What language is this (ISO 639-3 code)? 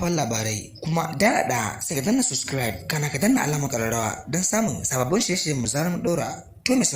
hau